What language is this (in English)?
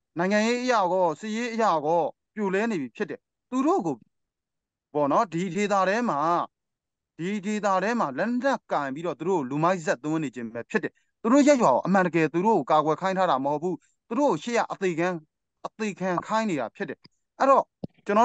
Burmese